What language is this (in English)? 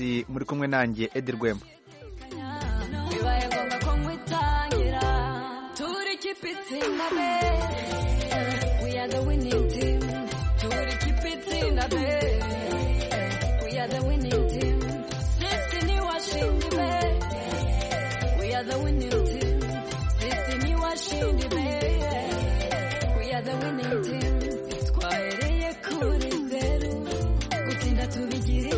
Kinyarwanda